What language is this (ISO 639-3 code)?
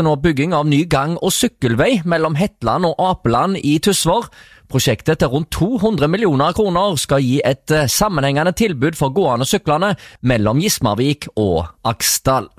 nor